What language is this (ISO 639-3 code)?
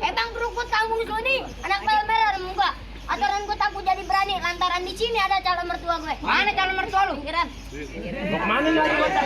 bew